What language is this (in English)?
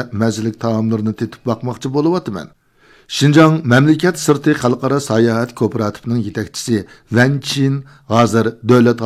Uyghur